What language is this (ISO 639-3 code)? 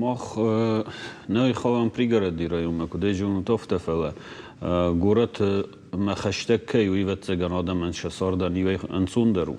oss